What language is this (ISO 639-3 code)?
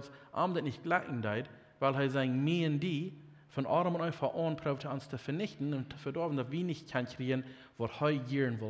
pdt